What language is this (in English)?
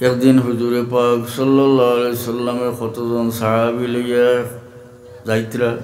Sylheti